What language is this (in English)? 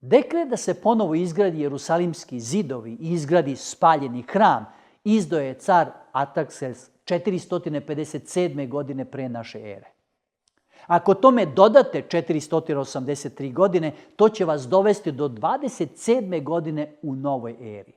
Macedonian